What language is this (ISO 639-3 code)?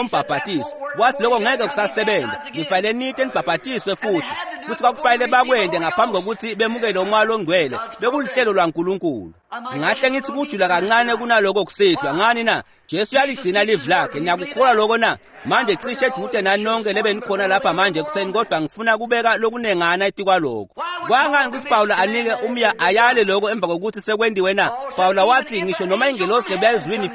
ssw